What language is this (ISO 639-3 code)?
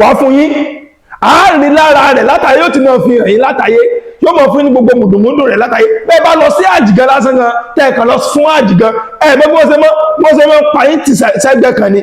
yor